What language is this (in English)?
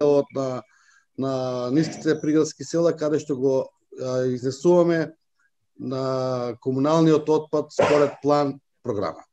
Macedonian